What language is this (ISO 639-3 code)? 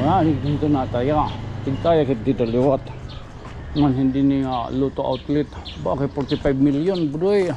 war